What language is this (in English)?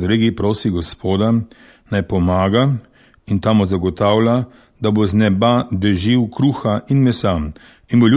Slovenian